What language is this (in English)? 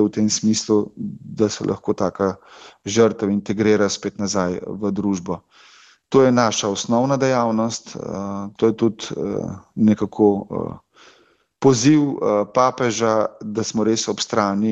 Slovenian